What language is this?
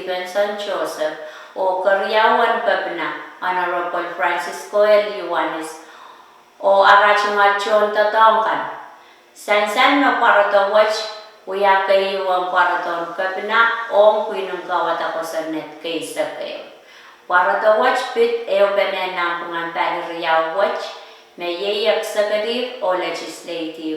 Pohnpeian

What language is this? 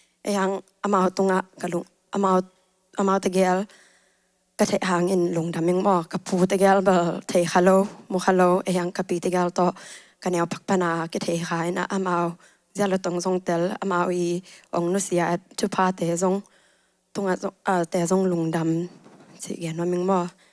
Tedim Chin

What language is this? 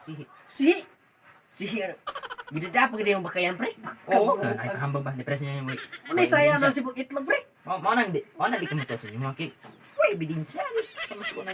Cebuano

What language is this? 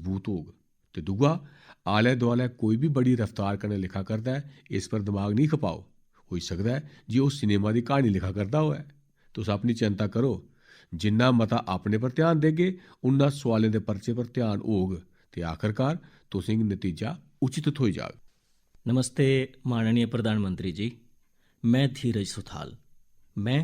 Dogri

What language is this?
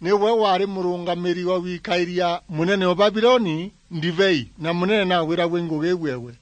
Meru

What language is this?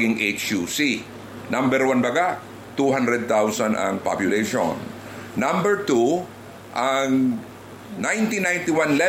Bikol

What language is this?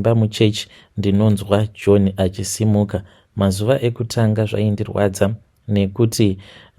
Shona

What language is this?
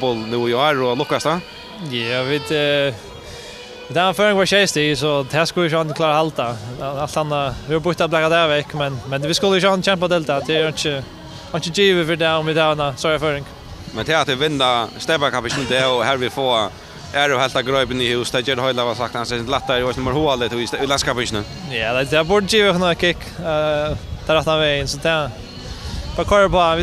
Faroese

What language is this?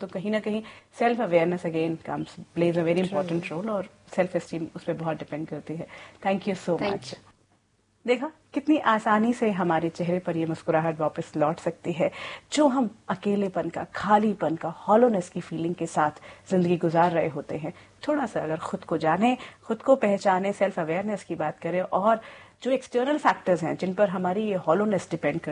Hindi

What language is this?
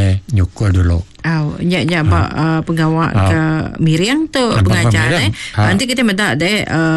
Iban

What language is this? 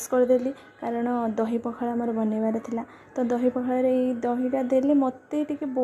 Odia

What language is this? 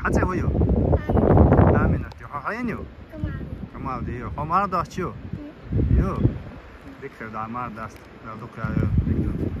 Chechen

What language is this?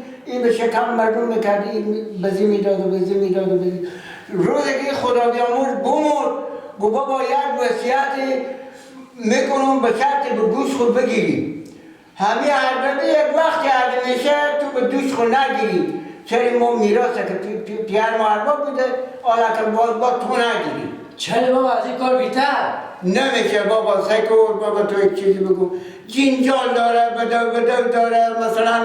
Persian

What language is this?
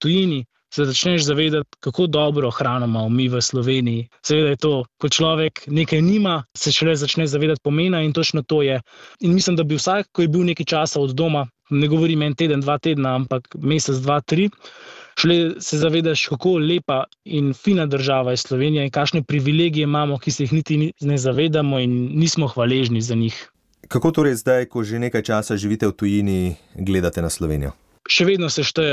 Slovenian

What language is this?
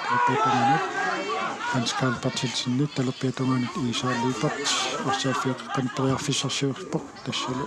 Kalaallisut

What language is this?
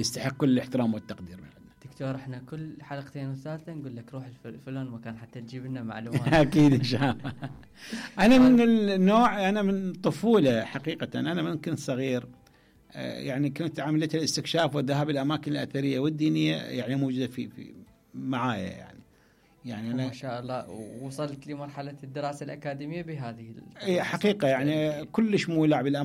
Mesopotamian Arabic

